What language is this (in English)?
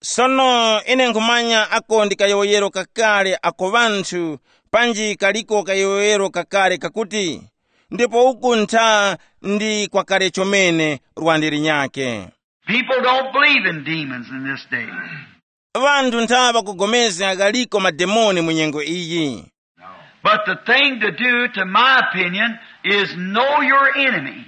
Tumbuka